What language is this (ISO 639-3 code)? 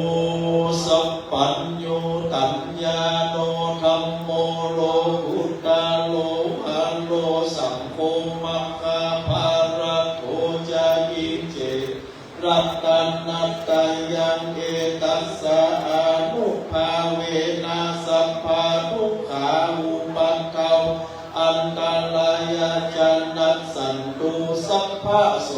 pli